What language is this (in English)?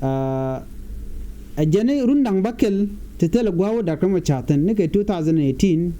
Nuer